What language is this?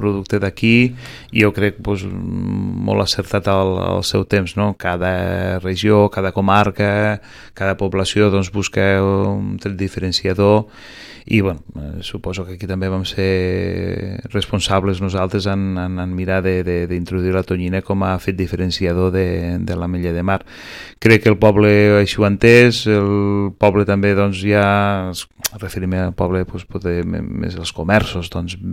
Catalan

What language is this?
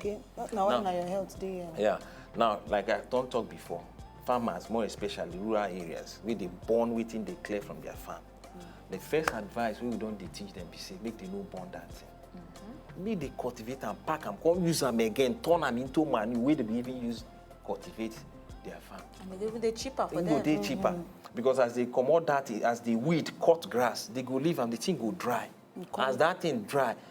Nigerian Pidgin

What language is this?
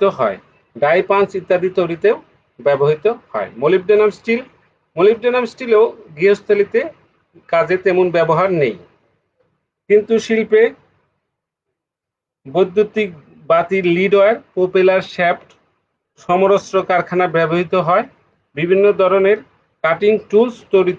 Bangla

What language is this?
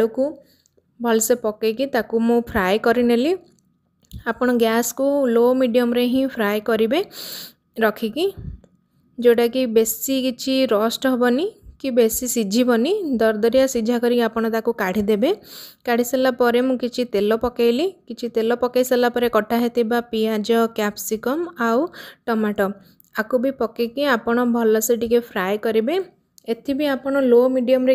Odia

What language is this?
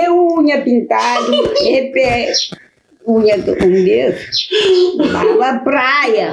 Kabuverdianu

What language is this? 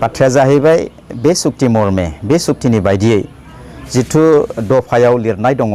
Bodo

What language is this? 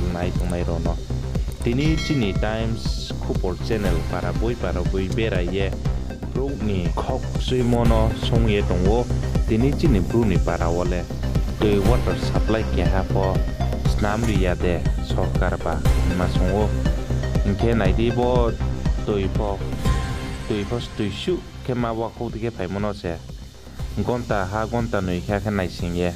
Riang (India)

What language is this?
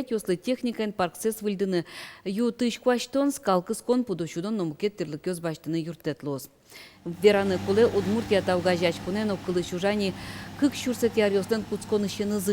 Udmurt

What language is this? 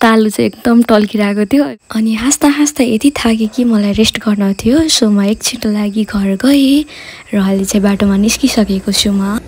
Nepali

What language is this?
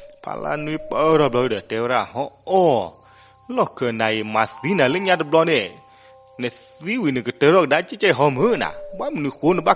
S'gaw Karen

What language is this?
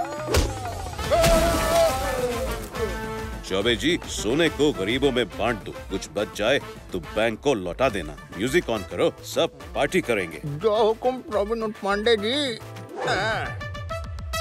Hindi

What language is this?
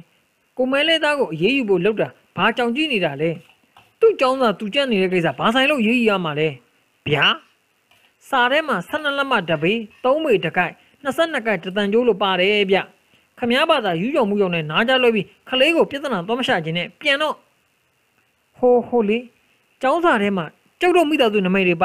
Burmese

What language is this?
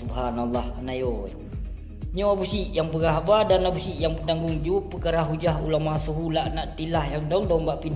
Achinese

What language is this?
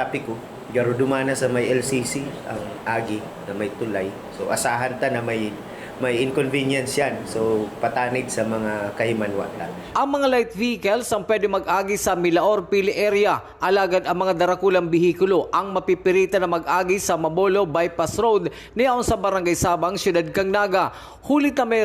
Bikol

